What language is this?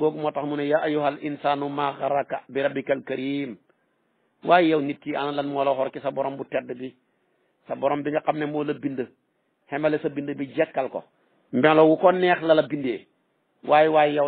Wolof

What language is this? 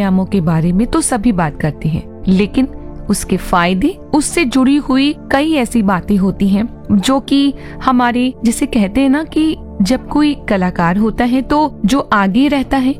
Hindi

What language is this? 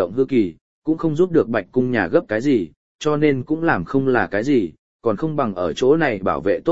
Vietnamese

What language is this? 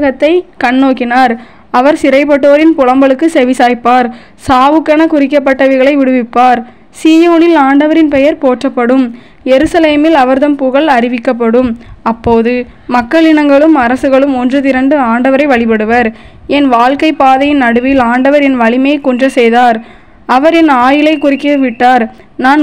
Tamil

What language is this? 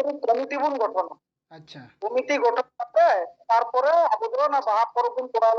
Santali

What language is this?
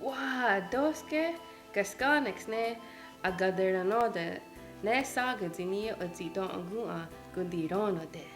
Mohawk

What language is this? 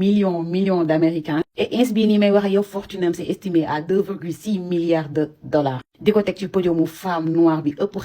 Wolof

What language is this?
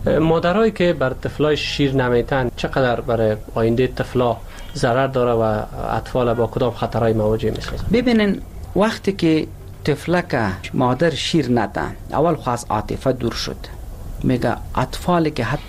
Persian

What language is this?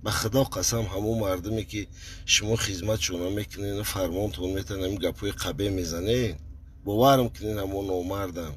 Tajik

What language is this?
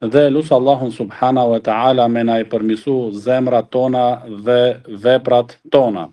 Albanian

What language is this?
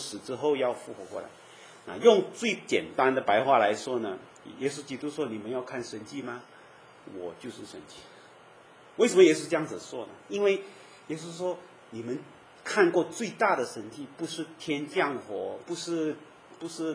Chinese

